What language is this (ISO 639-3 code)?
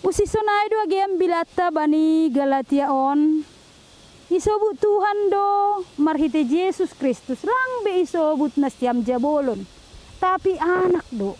bts